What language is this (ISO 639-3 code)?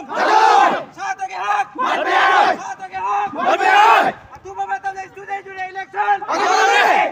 mni